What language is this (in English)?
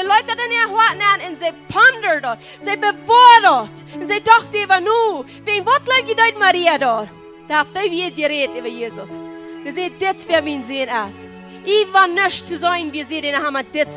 Plautdietsch